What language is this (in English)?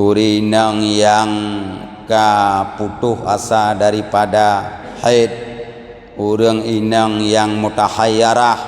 Achinese